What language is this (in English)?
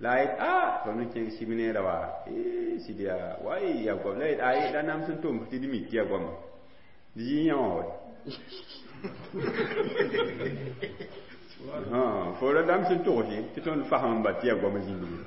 Mossi